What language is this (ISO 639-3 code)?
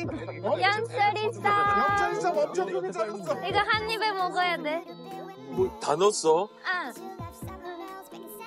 kor